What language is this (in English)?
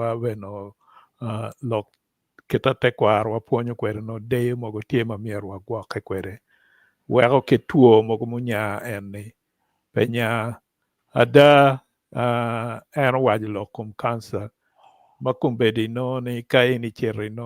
Acoli